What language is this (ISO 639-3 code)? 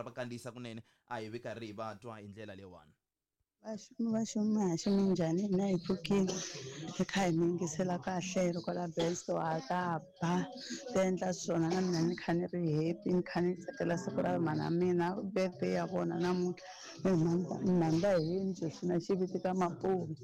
tso